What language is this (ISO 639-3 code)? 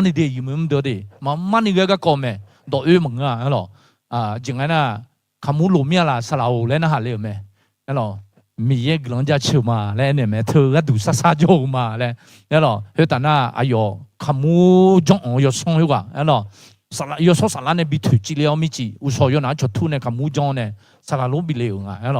ahk